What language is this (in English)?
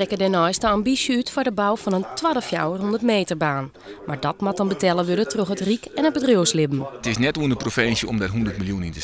Western Frisian